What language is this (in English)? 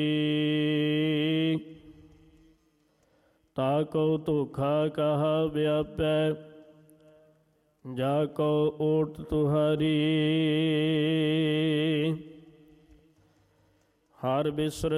Punjabi